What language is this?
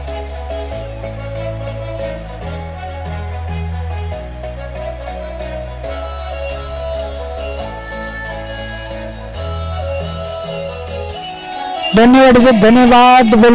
Marathi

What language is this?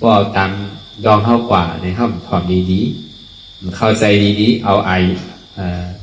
Shan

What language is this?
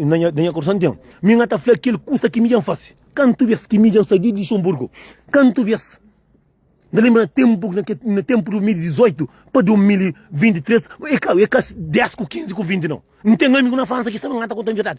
Kabuverdianu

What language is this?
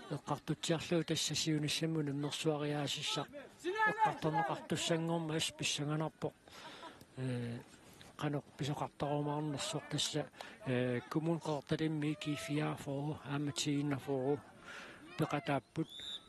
Kalaallisut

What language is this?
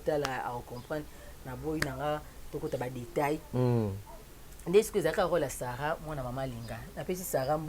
Lingala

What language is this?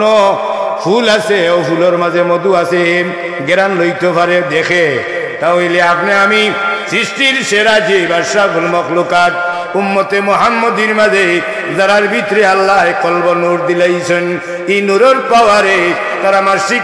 Sylheti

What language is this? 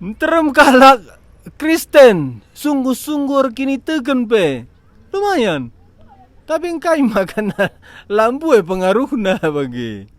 Batak Karo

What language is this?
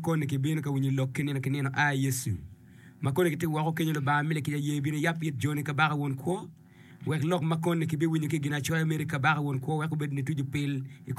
Acoli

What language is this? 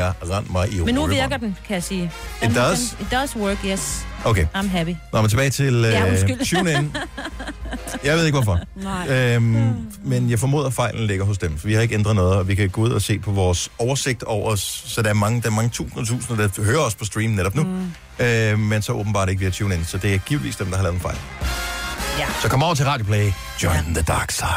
Danish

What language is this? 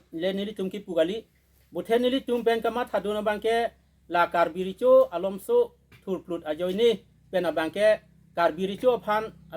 Karbi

